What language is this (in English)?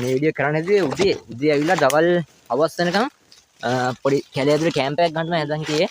Sinhala